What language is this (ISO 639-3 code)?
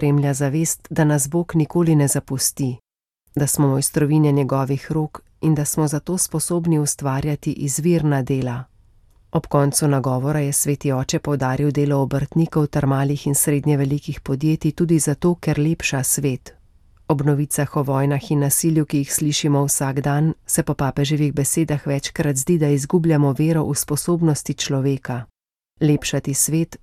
slv